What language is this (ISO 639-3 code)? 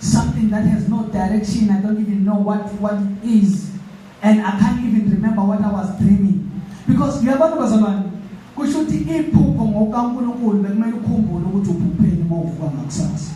zul